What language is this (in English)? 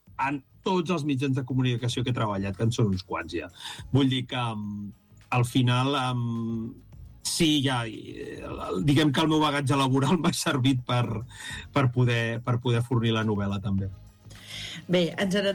Catalan